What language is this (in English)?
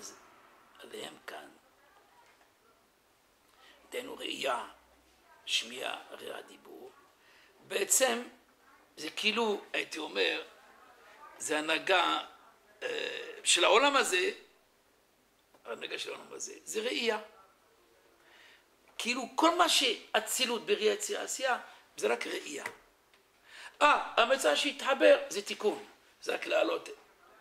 Hebrew